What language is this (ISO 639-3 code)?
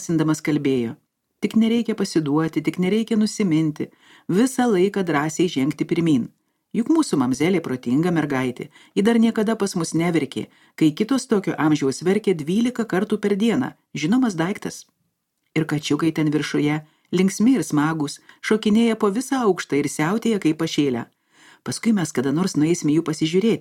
lit